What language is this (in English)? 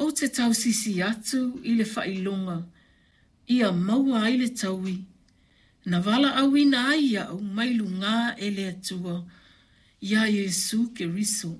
Samoan